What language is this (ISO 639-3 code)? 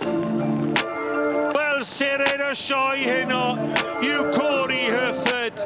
cym